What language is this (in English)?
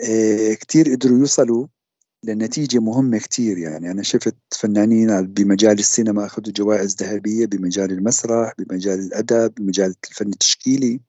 North Levantine Arabic